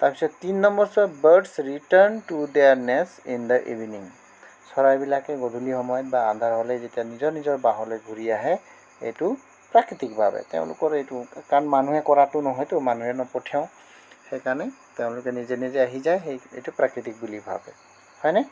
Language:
Assamese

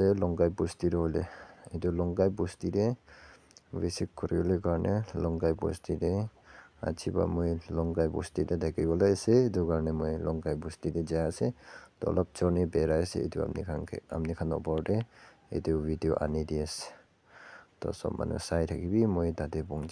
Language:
Naga Pidgin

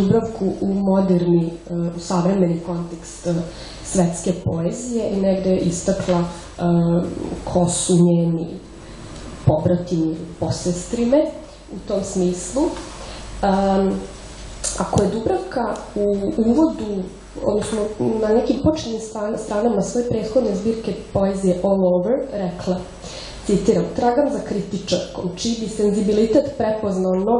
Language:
Serbian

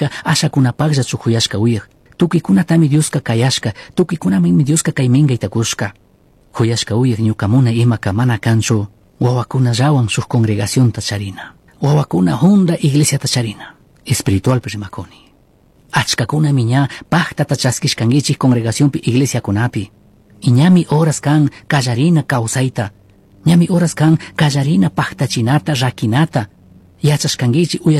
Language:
Chimborazo Highland Quichua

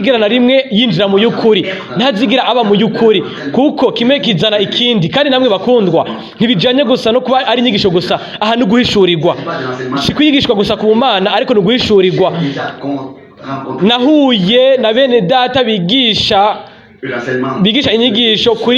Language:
Rundi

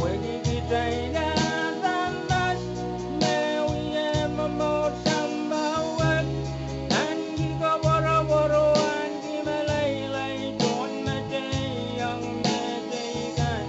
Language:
Pohnpeian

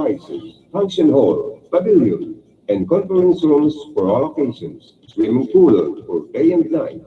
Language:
Bikol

